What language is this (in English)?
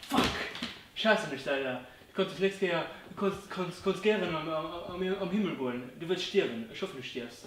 Luxembourgish